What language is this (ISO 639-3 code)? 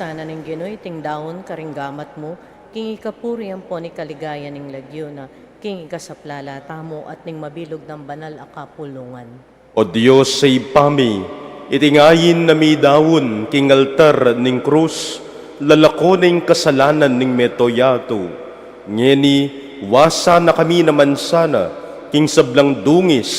pam